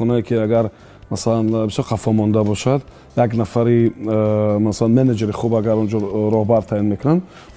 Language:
Tajik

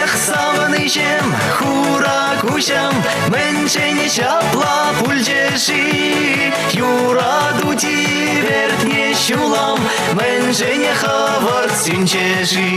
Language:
Chuvash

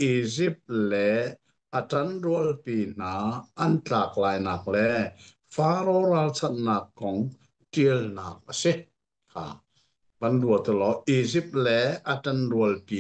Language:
Hakha Chin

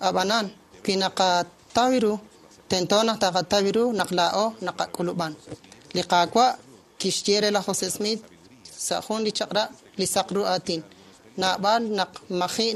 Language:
Kekchí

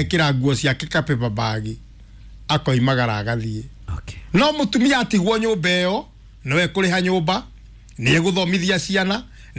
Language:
Kikuyu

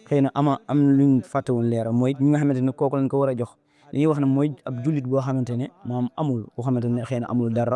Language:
Wolof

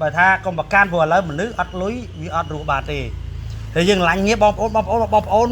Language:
Khmer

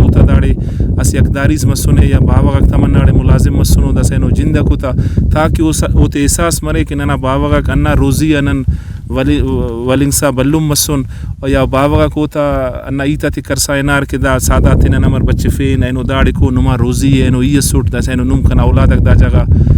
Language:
Brahui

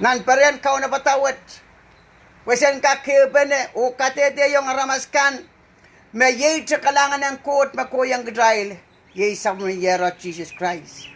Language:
Pohnpeian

